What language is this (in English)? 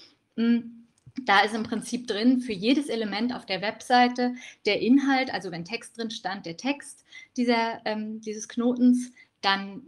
German